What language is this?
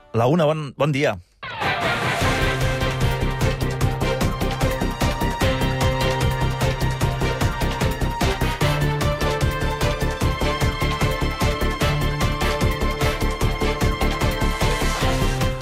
Catalan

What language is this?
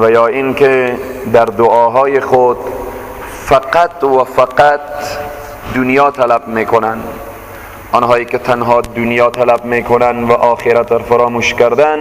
Persian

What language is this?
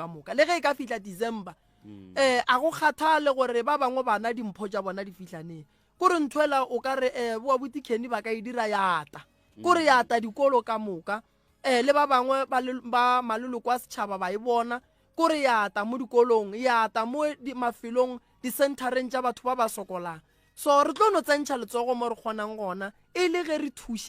Northern Sotho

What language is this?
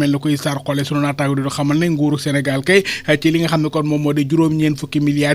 Wolof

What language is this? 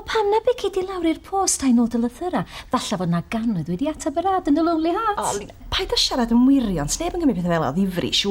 Welsh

